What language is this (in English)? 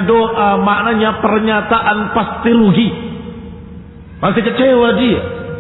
Indonesian